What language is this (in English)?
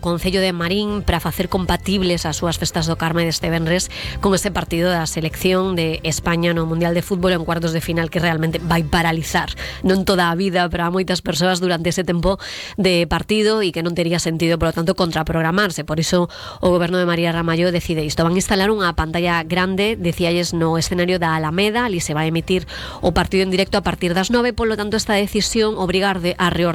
Galician